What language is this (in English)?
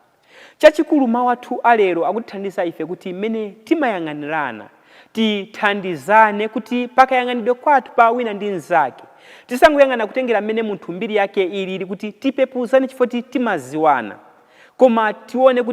Nyanja